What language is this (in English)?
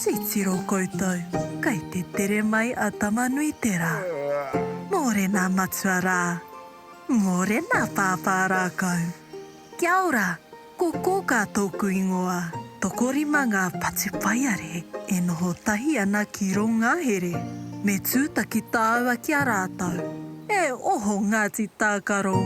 Māori